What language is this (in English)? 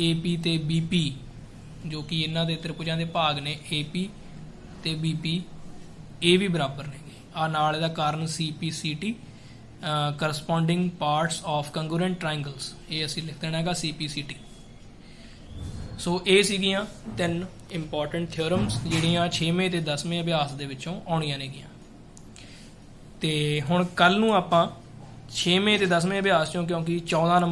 Punjabi